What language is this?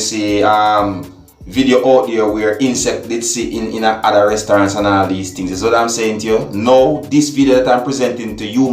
Jamaican Creole English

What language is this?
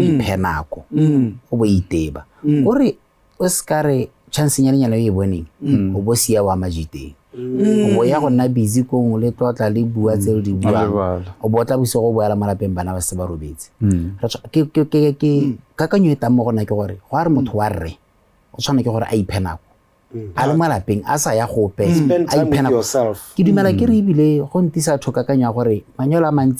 Tswana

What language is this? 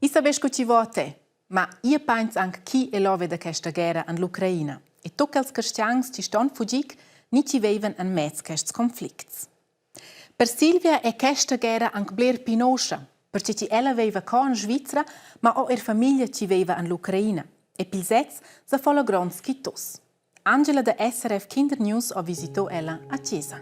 Romansh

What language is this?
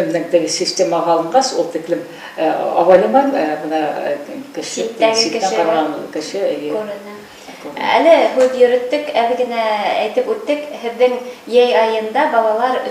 Bashkir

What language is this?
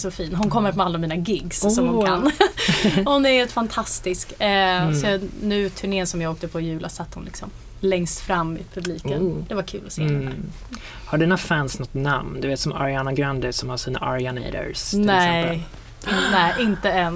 Swedish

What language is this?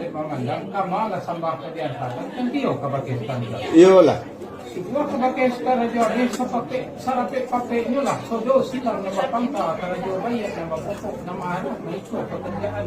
Minangkabau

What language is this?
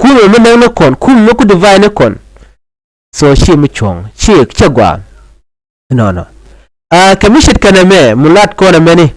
Nuer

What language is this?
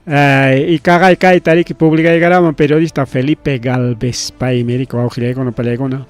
Ayacucho Quechua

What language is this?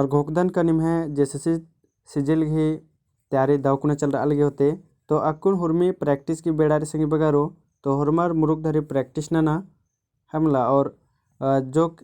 Kurukh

